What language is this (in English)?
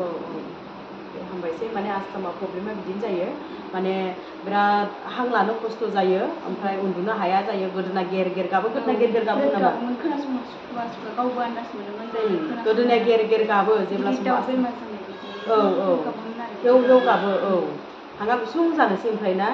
Bodo